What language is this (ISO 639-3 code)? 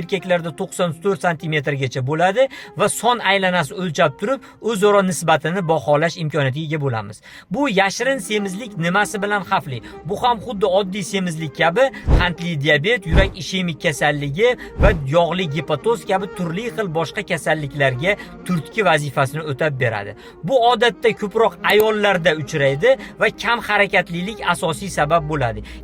uzb